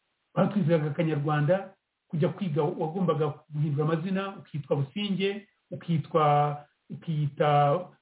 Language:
Kinyarwanda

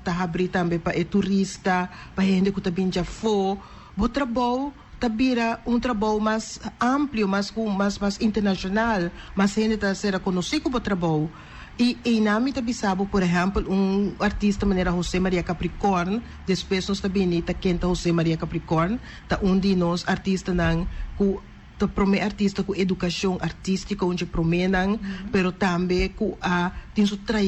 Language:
Papiamento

